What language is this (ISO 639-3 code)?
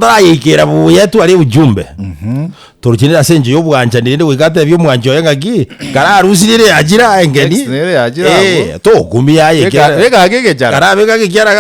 guz